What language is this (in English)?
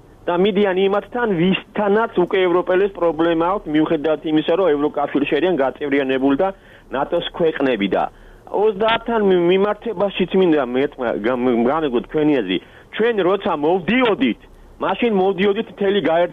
Georgian